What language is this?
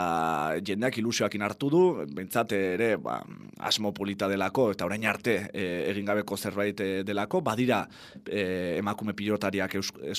Basque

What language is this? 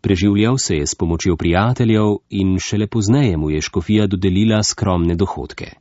Slovenian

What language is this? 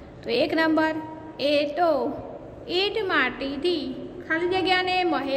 Gujarati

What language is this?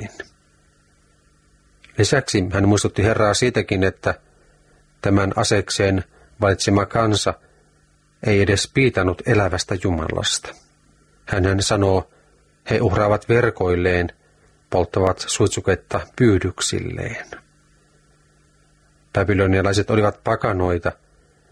Finnish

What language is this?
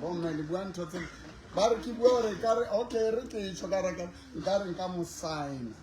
Southern Sotho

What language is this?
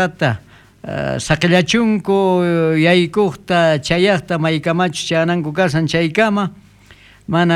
South Bolivian Quechua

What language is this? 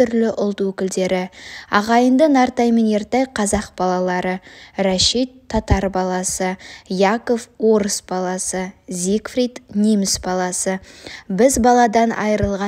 Kazakh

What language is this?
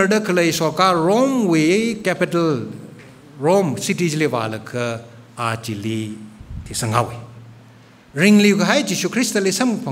Tangkhul Naga (India)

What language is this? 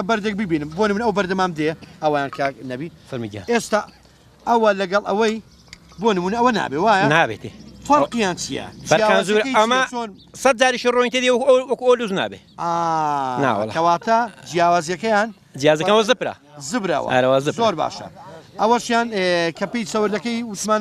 Central Kurdish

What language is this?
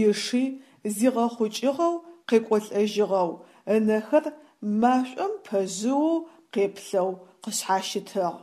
Adyghe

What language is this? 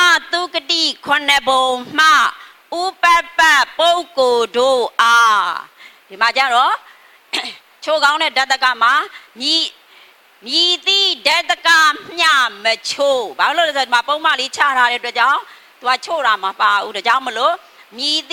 Burmese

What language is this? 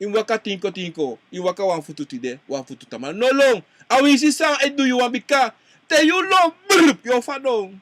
Sranan Tongo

